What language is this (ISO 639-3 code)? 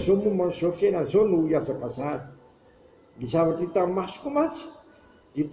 mlg